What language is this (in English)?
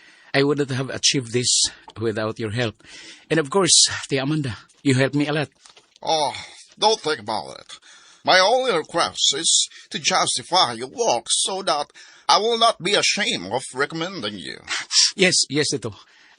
Cebuano